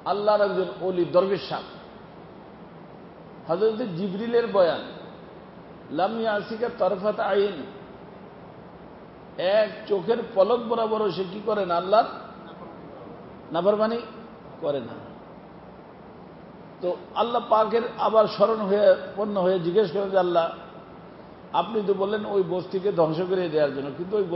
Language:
Bangla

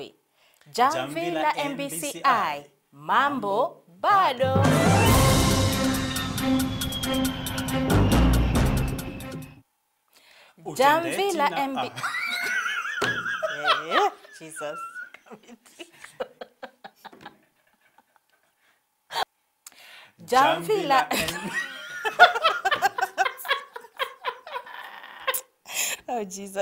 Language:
Swahili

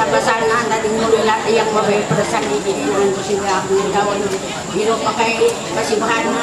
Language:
Ma'anyan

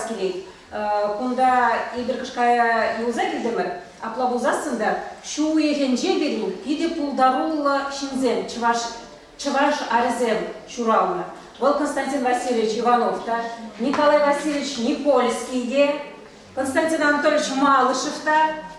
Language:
Chuvash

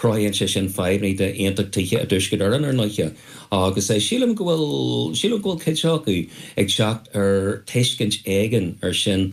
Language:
Irish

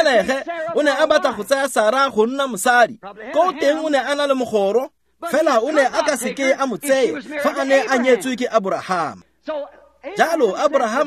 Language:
Tswana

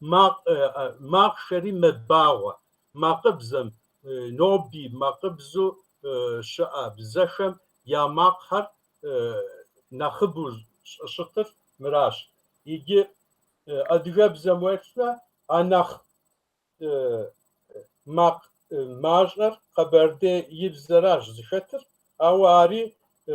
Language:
Kabardian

